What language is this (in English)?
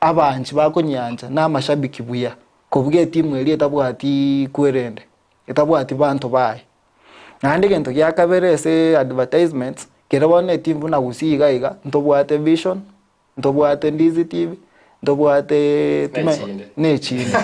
Gusii